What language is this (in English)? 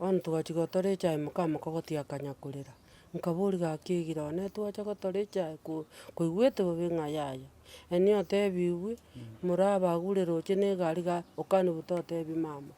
Gusii